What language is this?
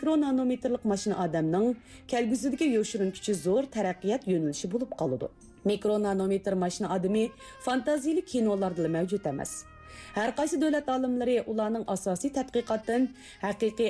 Uyghur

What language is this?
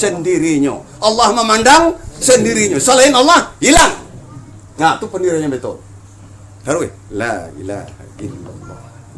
Minangkabau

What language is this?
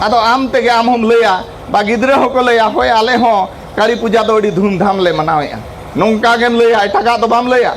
Santali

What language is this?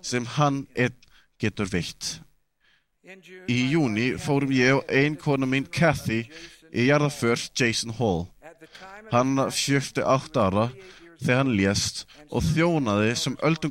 Icelandic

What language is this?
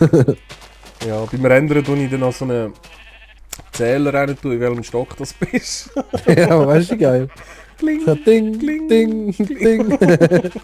Swiss German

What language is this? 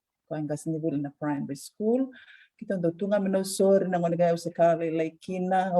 Fijian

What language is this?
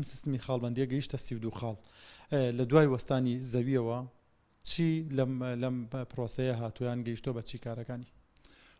Central Kurdish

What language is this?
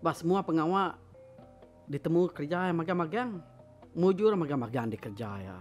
Iban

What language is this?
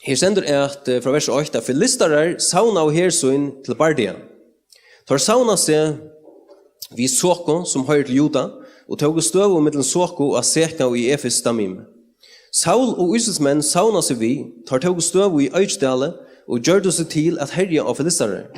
Faroese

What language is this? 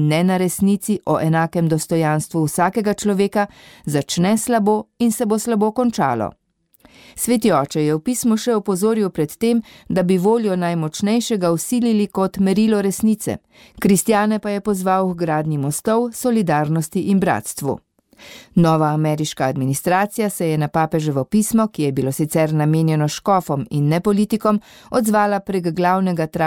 Slovenian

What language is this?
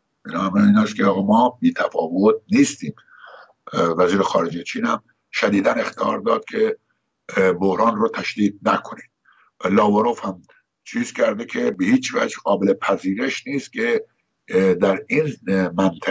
Persian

